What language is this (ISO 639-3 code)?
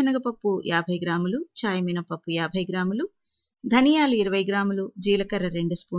tel